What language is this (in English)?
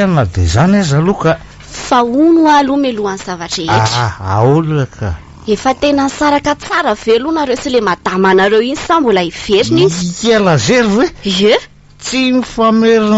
Malagasy